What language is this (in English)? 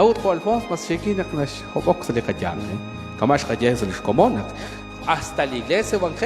Kekchí